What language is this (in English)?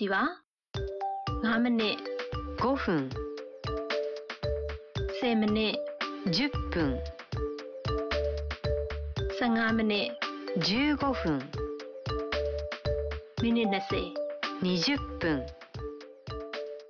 Burmese